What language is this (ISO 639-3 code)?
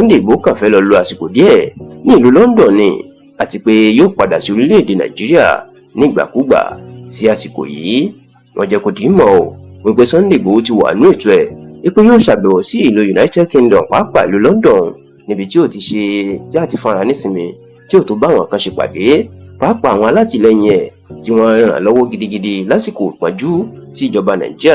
yor